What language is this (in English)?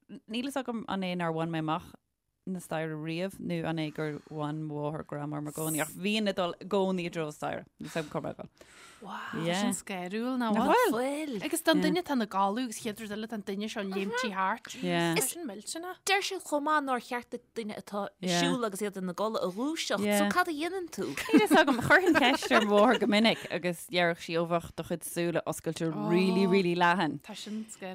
Irish